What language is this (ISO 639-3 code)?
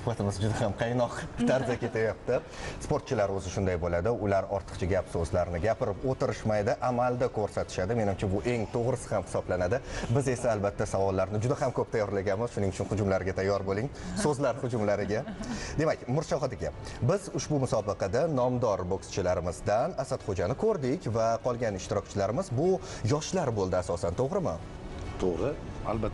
uzb